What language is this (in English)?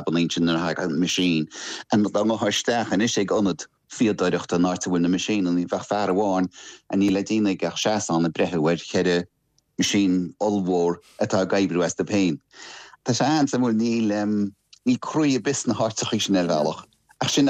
Irish